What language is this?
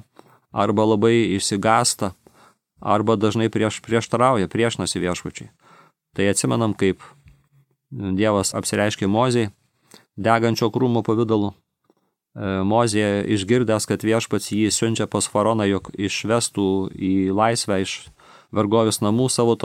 Lithuanian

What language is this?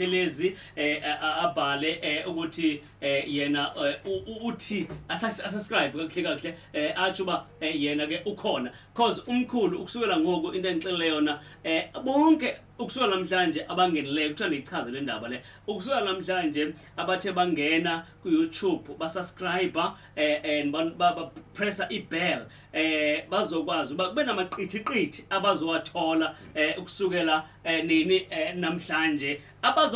Zulu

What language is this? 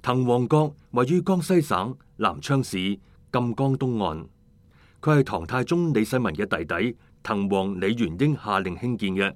Cantonese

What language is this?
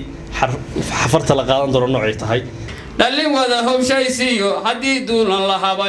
Somali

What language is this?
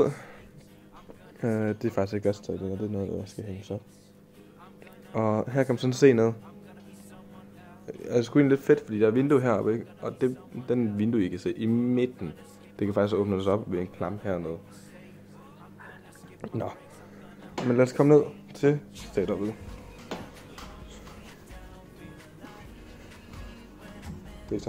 Danish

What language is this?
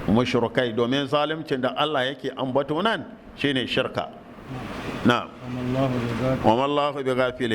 Hausa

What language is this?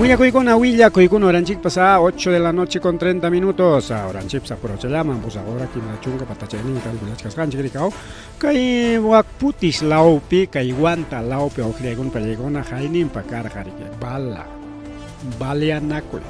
Ayacucho Quechua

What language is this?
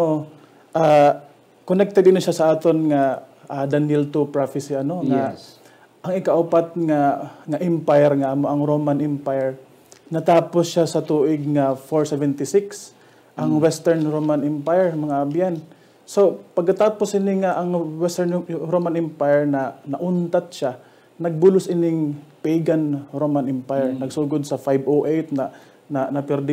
Hiligaynon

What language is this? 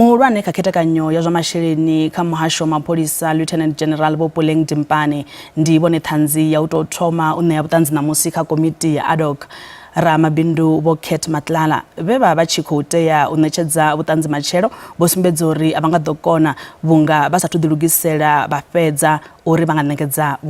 Venda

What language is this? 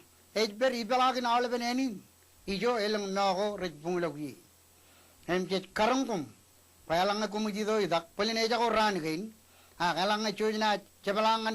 Marshallese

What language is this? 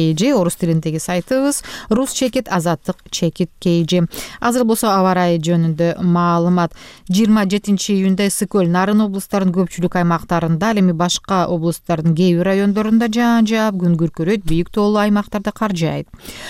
Kyrgyz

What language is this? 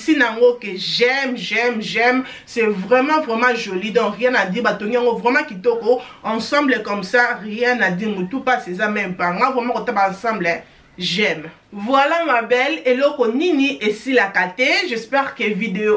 Lingala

